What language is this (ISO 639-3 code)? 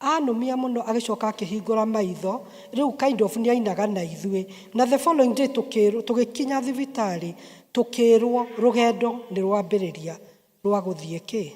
kik